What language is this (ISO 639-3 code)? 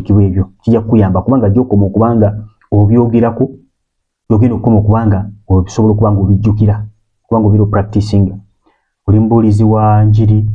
lug